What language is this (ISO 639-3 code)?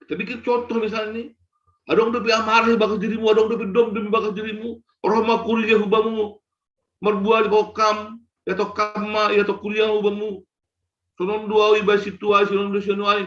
bts